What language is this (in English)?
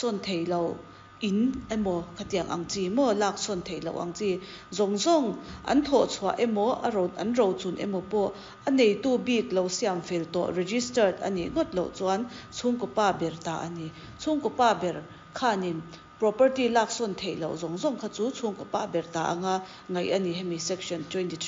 Mizo